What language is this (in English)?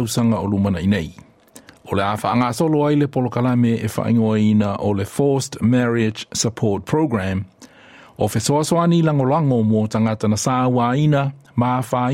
Samoan